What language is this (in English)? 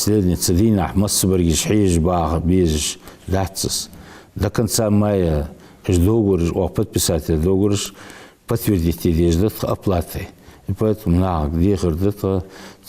Ingush